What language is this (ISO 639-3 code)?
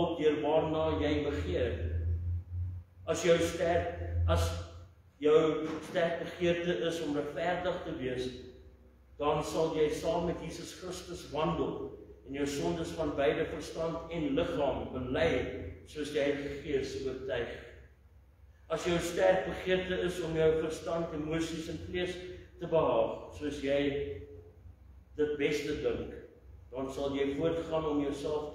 afr